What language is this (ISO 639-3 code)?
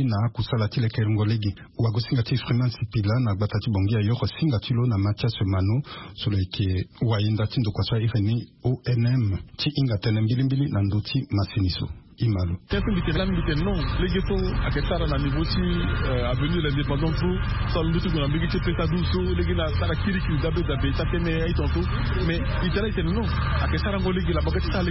sag